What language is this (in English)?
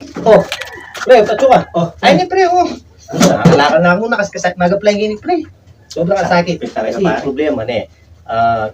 Pampanga